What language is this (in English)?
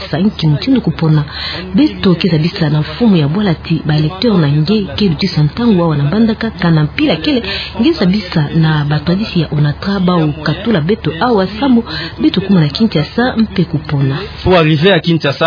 Kituba (Democratic Republic of Congo)